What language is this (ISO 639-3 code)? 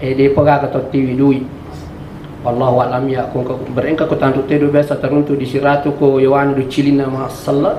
bug